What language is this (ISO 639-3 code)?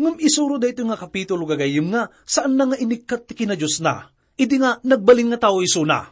ilo